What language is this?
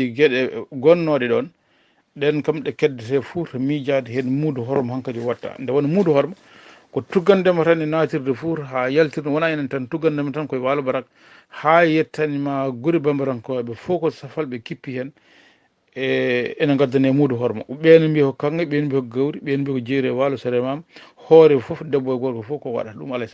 Fula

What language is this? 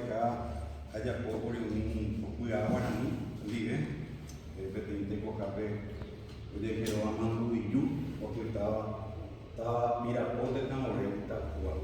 Guarani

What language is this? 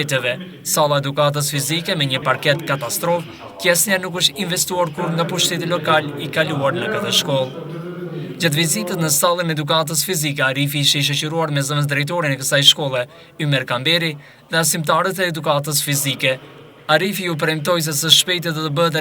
Albanian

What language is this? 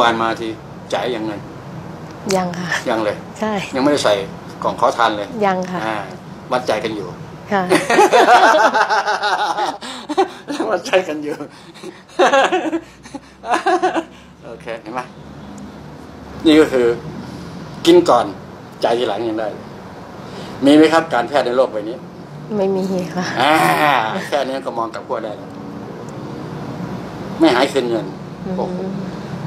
Thai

